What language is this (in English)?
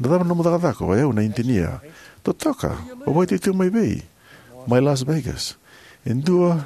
Fijian